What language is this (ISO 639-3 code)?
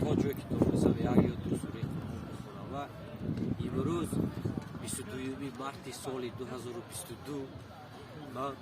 tgk